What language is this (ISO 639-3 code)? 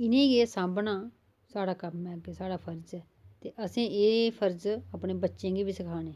doi